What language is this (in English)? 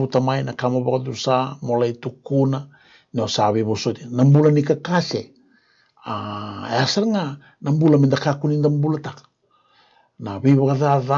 Fijian